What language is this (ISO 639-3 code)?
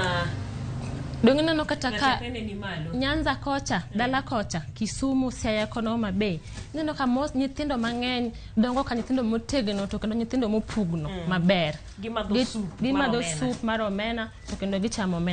luo